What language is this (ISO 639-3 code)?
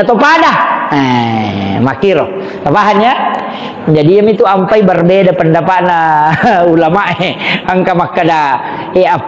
bug